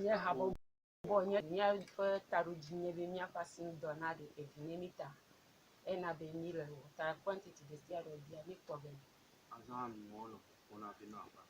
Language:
Ewe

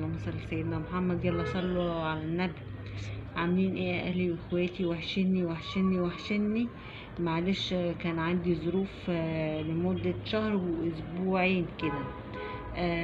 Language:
Egyptian Arabic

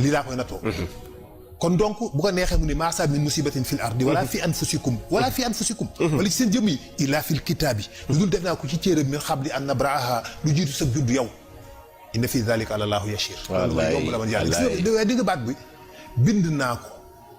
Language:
Wolof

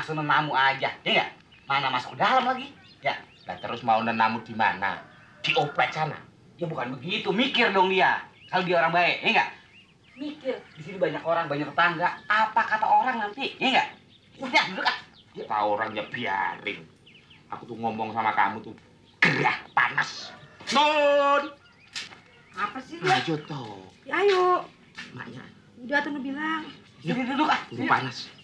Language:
Betawi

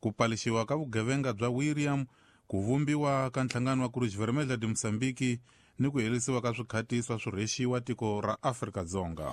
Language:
Tsonga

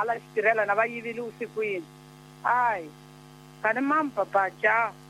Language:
Tsonga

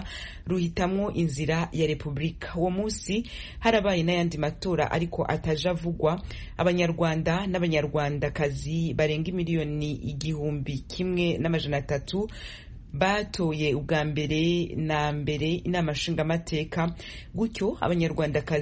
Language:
Rundi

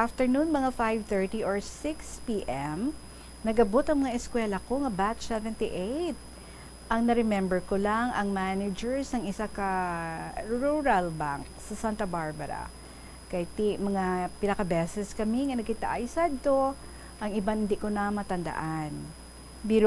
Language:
Hiligaynon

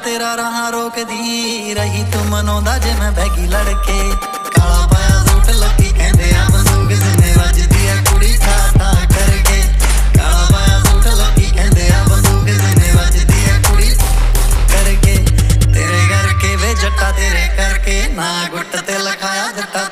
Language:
Punjabi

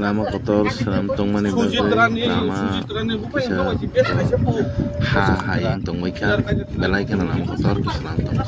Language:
Kok Borok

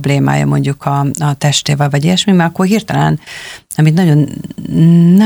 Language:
Hungarian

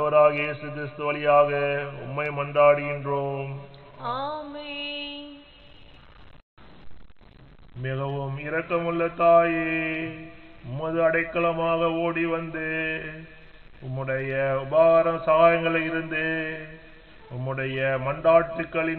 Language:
Tamil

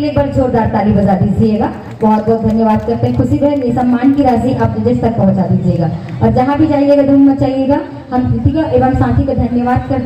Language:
Chhattisgarhi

